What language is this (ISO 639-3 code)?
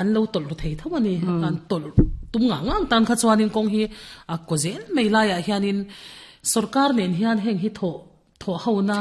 lus